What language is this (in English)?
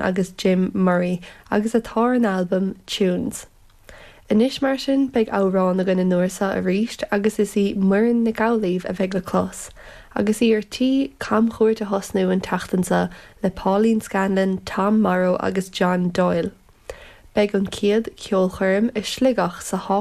Irish